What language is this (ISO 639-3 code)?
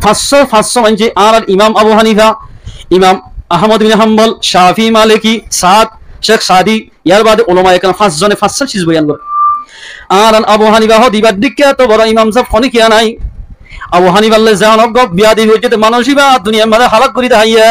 rhg